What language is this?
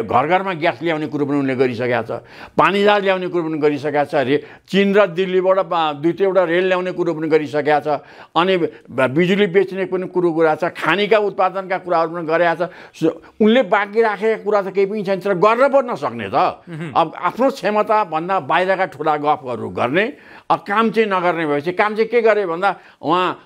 Nepali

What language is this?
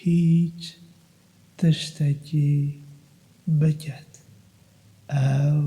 Kurdish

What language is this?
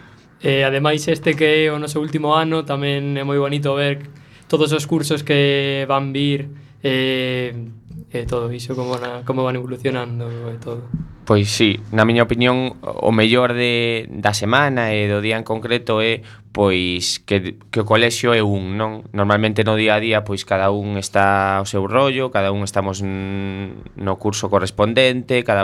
Galician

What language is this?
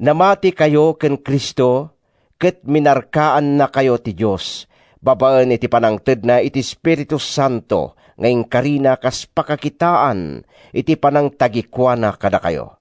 Iloko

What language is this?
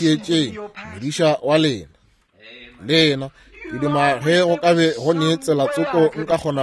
Northern Sotho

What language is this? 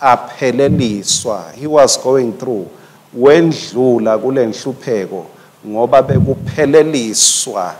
Swati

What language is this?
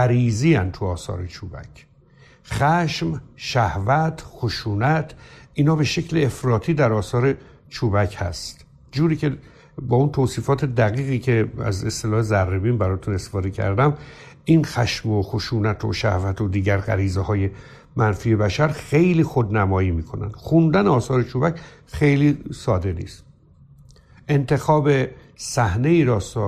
Persian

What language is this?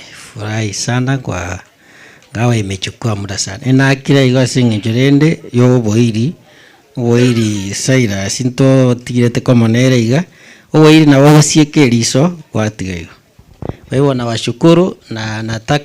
Gusii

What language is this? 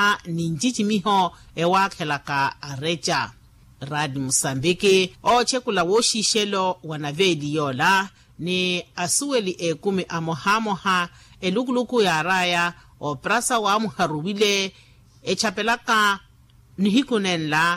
Makhuwa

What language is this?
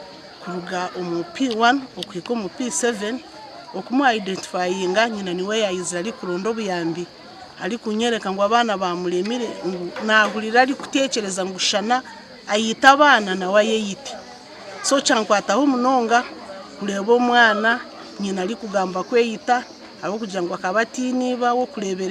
Nyankole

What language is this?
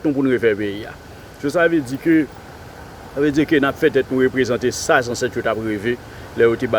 Haitian Creole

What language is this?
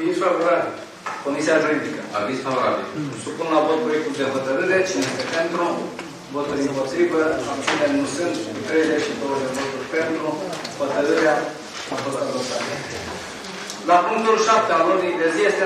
Romanian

